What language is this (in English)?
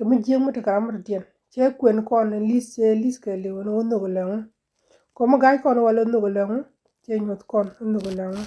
Nuer